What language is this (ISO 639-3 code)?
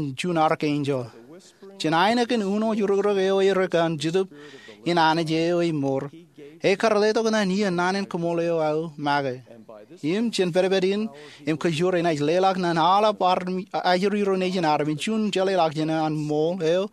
mah